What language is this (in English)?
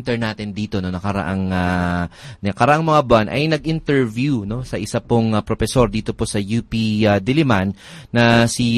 Filipino